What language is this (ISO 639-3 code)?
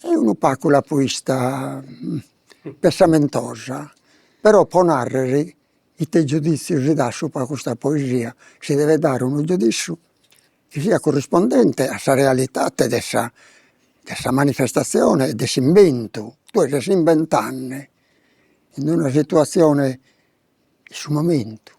srd